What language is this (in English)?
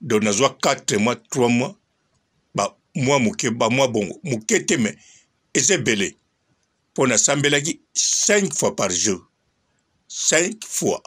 Lingala